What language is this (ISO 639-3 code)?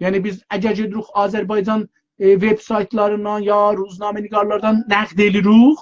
azb